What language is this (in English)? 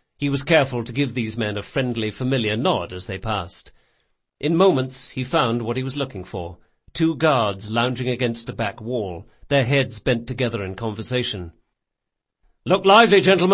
English